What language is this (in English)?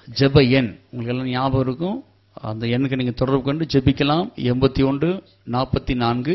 Tamil